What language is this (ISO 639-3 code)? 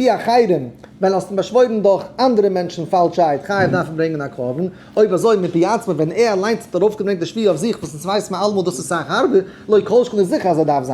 yid